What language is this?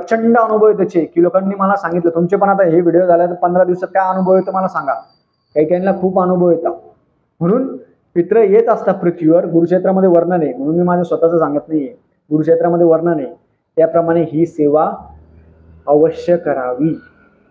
Marathi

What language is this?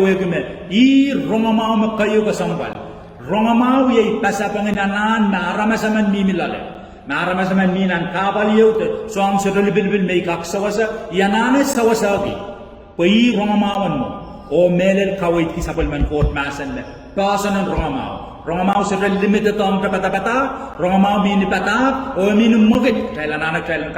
Pohnpeian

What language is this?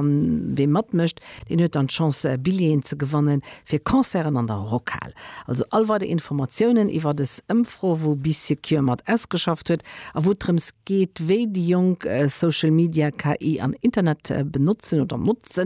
Luxembourgish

